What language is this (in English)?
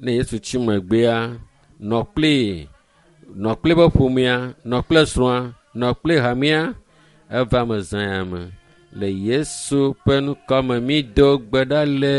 Ewe